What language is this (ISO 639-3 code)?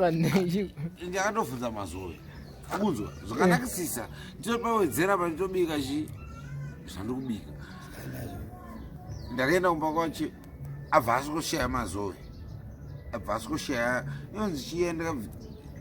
sna